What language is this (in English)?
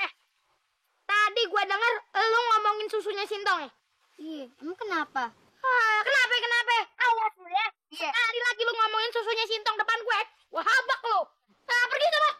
Betawi